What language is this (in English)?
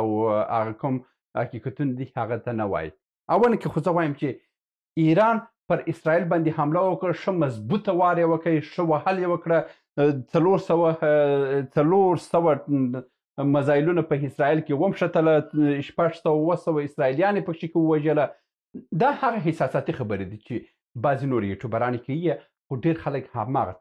Pashto